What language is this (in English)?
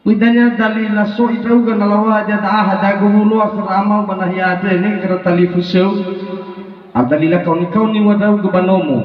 Nias